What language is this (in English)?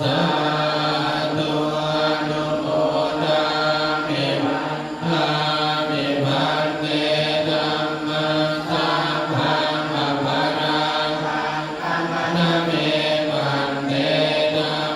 Pali